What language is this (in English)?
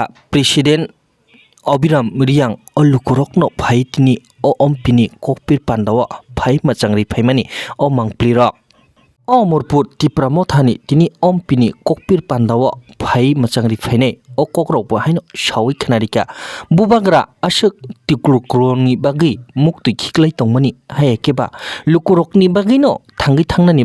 Kok Borok